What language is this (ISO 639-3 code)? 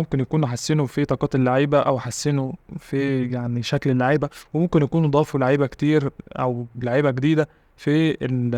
arz